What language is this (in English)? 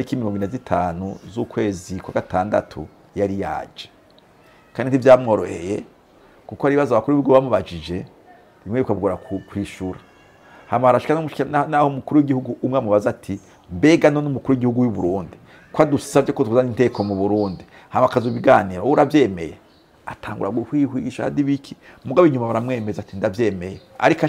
Rundi